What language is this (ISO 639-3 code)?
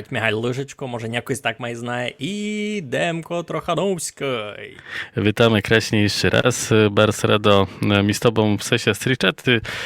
rue